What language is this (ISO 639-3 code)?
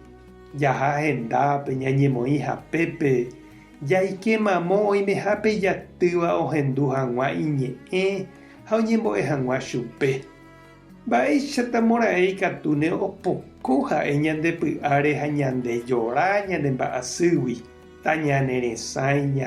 grn